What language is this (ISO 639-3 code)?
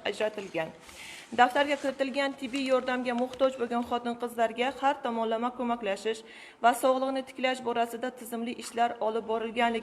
uzb